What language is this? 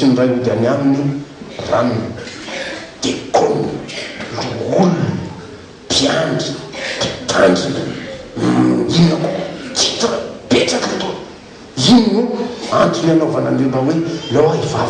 Malagasy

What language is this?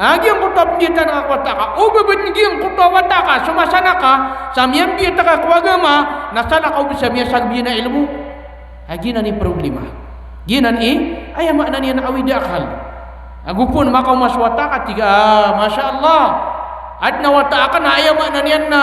Maranao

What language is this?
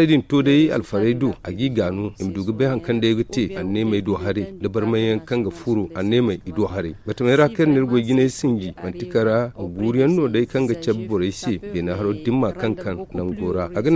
Zarma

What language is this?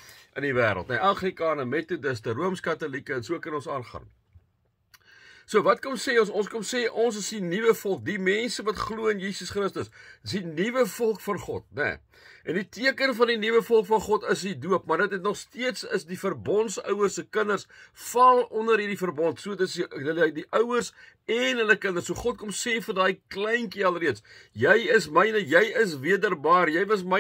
Afrikaans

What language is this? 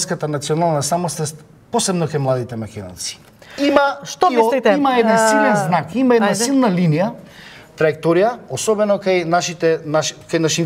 Macedonian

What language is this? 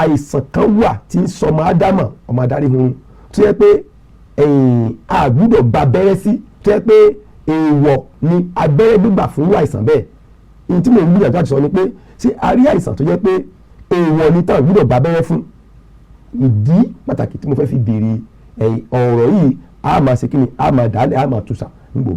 Yoruba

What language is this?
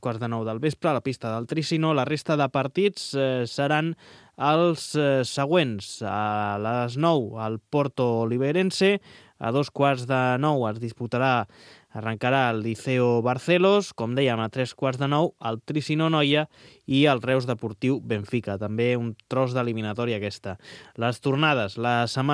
Catalan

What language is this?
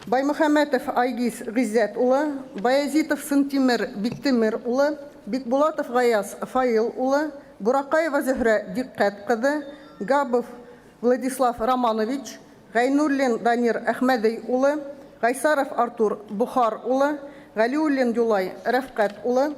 Bashkir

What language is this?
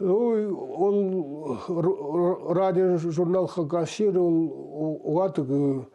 Khakas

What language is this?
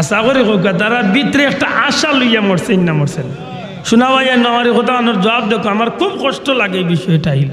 Sylheti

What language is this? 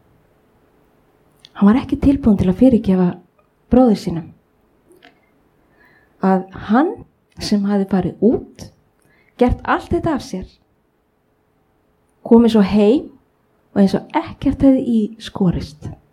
Icelandic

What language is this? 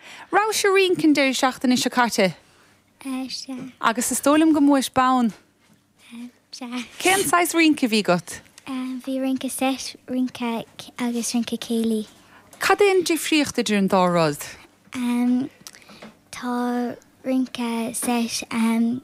Irish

